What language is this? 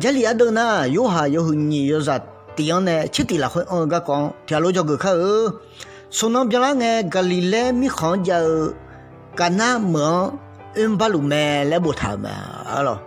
Akha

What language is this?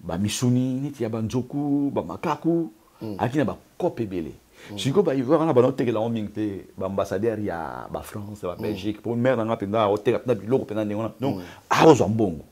Lingala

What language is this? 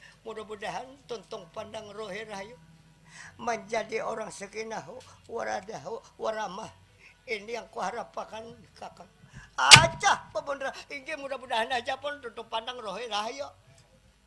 Banjar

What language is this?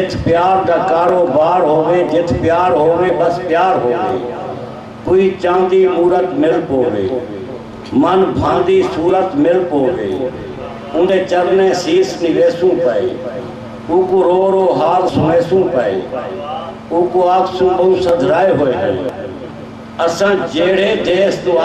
Saraiki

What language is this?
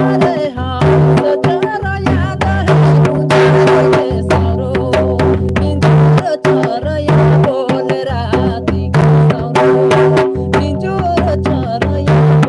Sadri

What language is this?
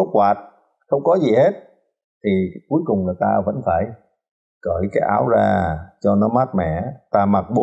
Vietnamese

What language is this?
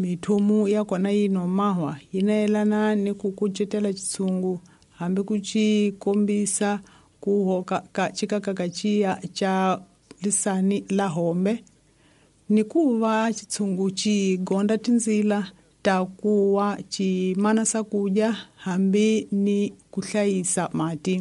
Tsonga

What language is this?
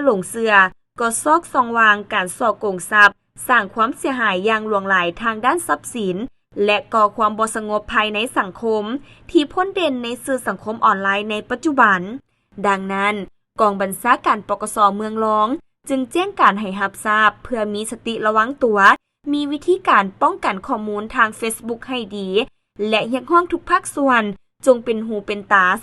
Lao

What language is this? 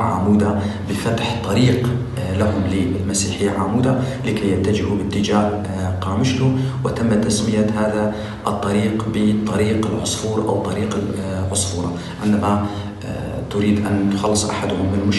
Kurdish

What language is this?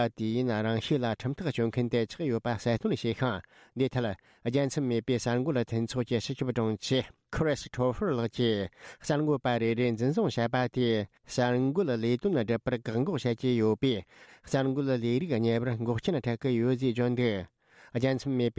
Tibetan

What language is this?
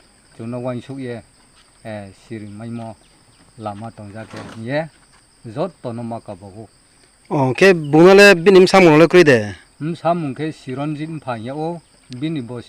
Riang (India)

